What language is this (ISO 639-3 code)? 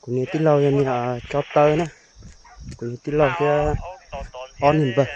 hmn